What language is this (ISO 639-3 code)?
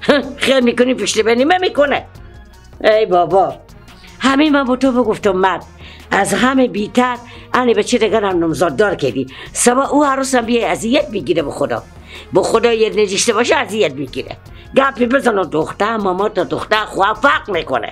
fas